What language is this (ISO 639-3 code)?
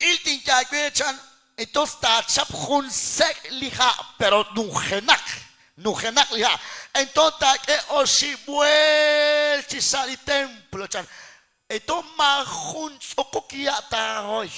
kek